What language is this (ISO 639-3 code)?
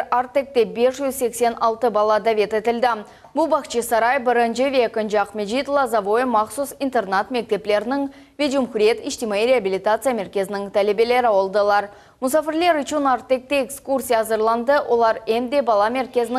crh